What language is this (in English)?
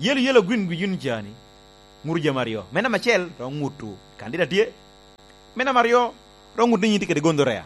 Lango (Uganda)